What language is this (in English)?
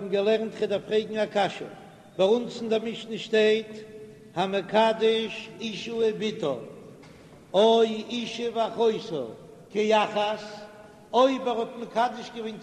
Yiddish